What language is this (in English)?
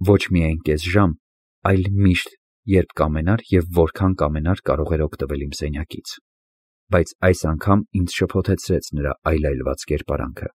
Armenian